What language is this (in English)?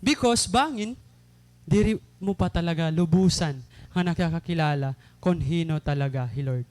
Waray